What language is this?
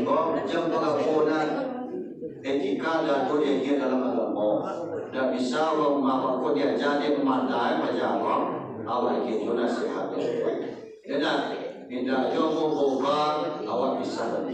Minangkabau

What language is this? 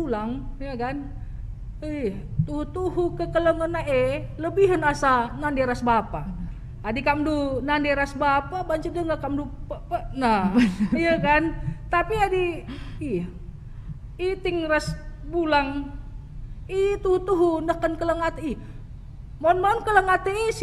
Batak Karo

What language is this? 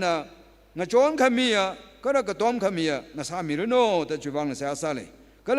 Tangkhul Naga (India)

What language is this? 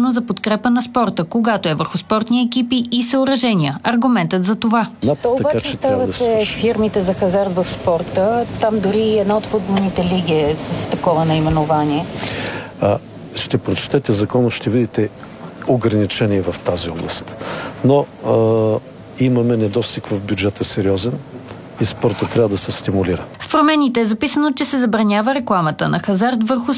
Bulgarian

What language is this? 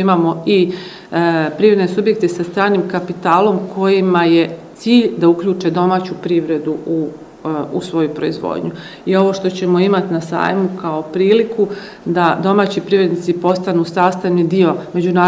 Bosnian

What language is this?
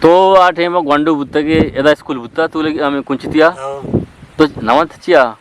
Eastern Balochi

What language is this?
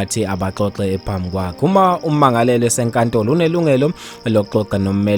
Zulu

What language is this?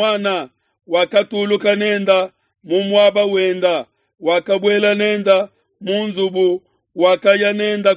Luba-Lulua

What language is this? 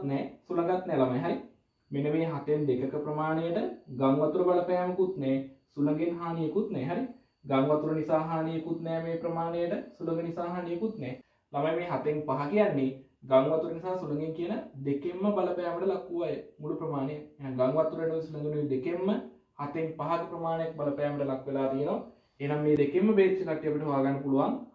Sinhala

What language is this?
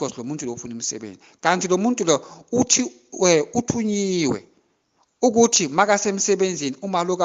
Zulu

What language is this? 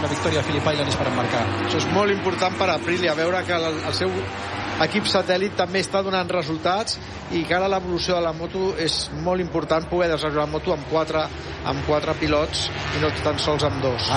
Catalan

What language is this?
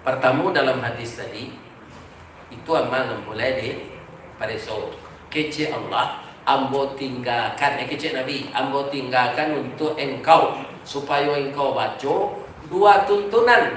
Minangkabau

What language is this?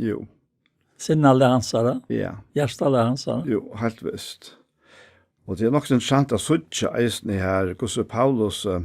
Faroese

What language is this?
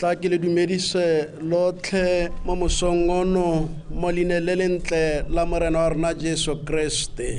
Tswana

